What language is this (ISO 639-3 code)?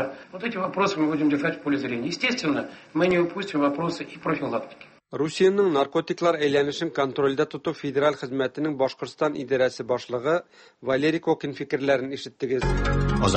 tat